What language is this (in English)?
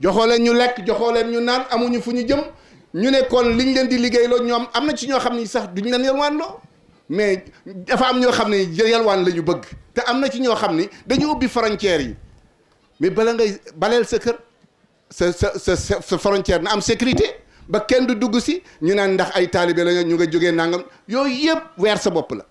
Wolof